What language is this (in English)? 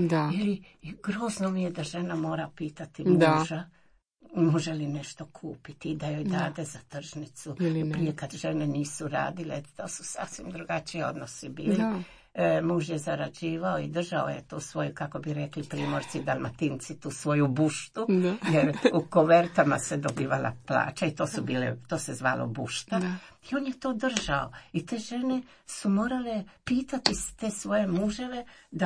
Croatian